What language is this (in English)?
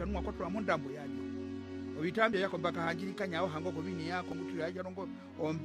Herero